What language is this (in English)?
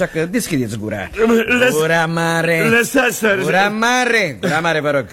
Romanian